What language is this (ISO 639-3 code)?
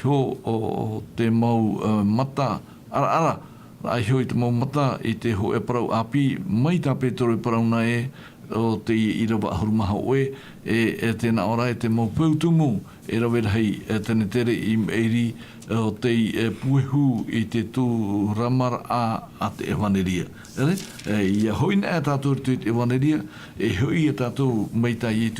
tah